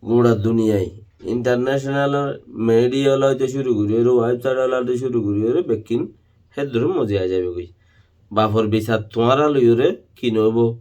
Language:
Rohingya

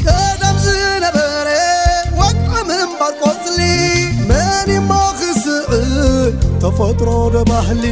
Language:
Tigrinya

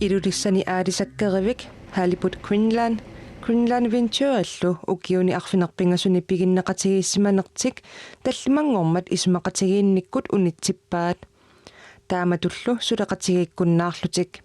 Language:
Kalaallisut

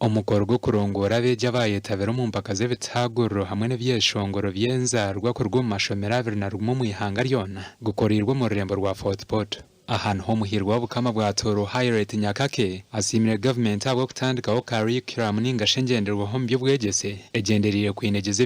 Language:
Nyankole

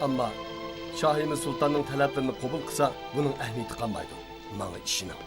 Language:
Uyghur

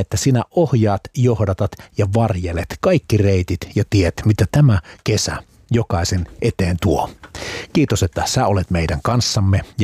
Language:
Finnish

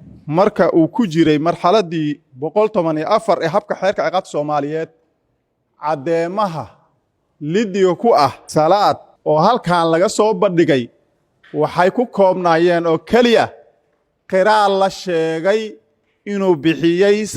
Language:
Somali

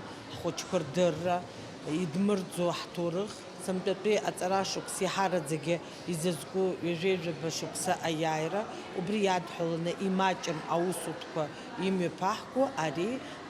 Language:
Abkhazian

